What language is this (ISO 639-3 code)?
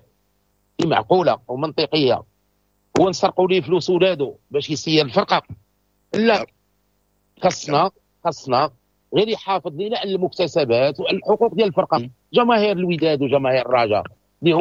ary